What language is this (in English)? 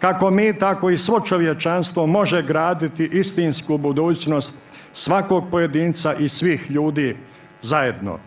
Serbian